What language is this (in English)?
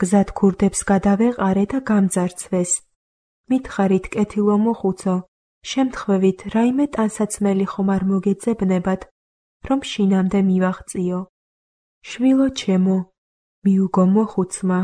Georgian